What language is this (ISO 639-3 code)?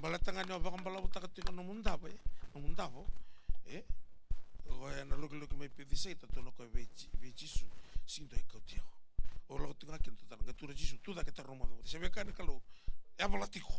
fij